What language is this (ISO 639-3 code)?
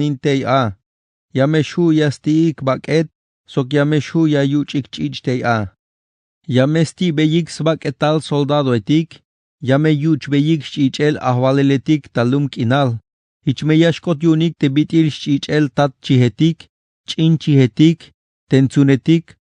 tzh